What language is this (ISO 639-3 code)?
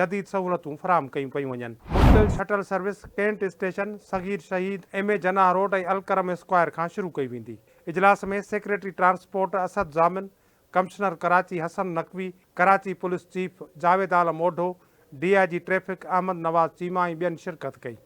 snd